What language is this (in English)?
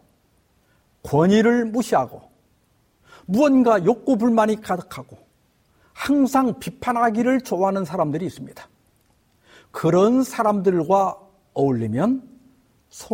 Korean